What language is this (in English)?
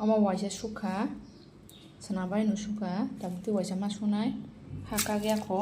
Kok Borok